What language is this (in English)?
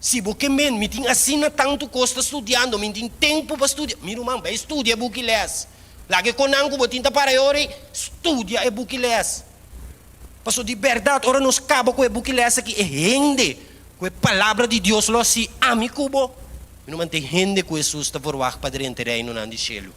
Papiamento